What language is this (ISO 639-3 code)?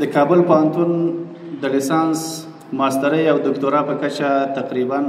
pus